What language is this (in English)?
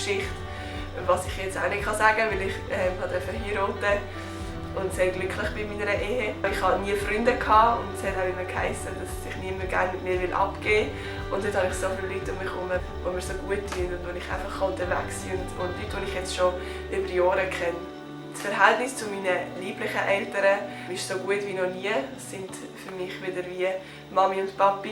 Swiss German